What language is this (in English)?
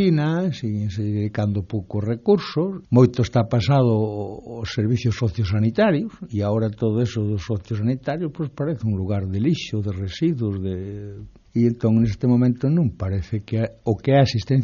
Galician